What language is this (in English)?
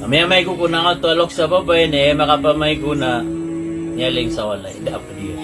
Maranao